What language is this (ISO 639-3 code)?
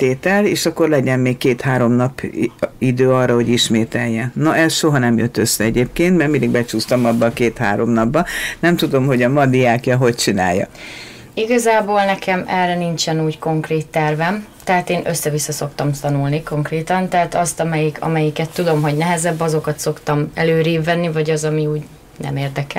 hun